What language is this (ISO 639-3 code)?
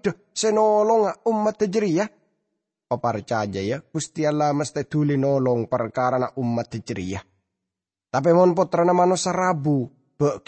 mad